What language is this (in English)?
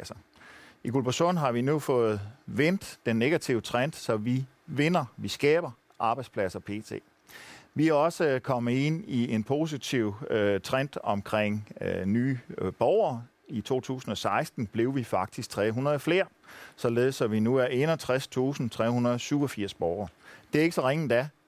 Danish